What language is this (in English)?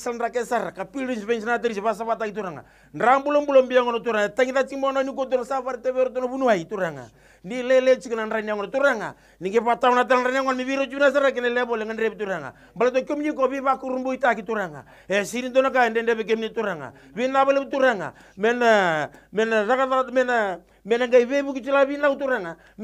Fijian